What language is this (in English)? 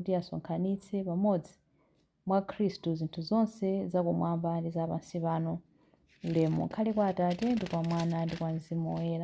Nyanja